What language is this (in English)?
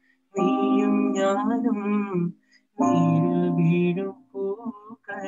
Malayalam